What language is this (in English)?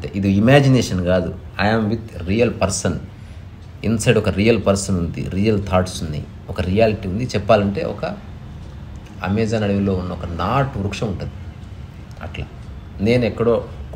Telugu